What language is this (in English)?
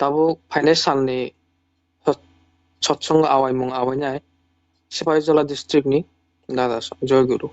Kok Borok